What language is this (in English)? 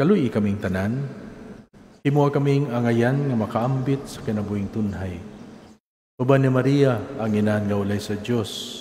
Cebuano